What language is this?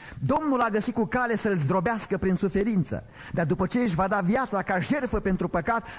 Romanian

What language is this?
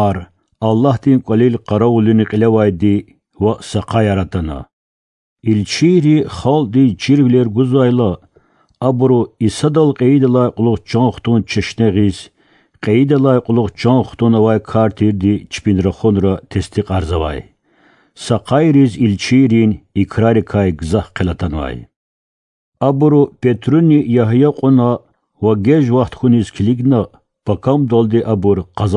Lezghian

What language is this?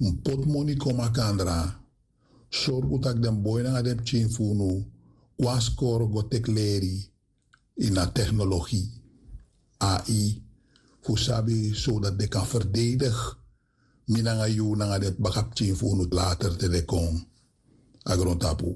Sranan Tongo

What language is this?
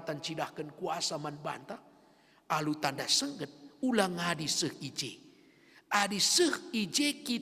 Batak Karo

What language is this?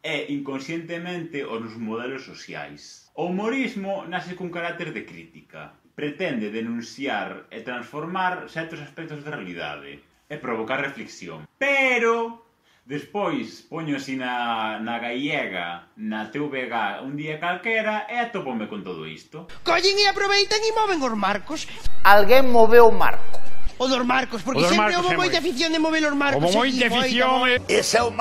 Galician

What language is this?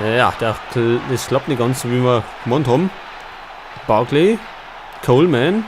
Bavarian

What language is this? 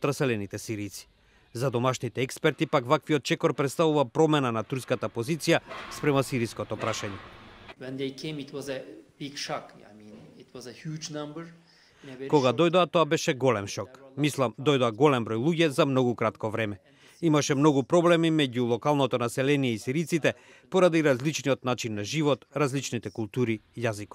Macedonian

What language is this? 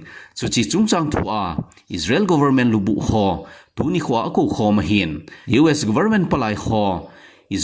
Thado Chin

